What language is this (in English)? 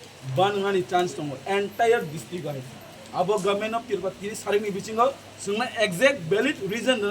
Kok Borok